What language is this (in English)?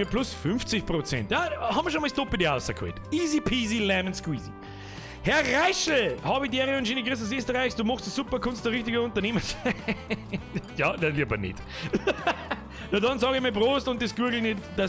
Bavarian